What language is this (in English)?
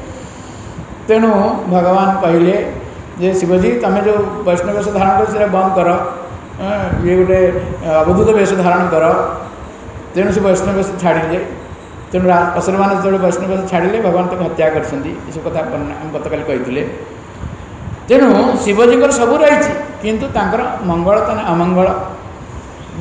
Odia